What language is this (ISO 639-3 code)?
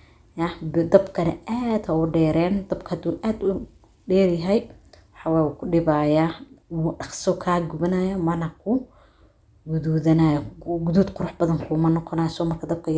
som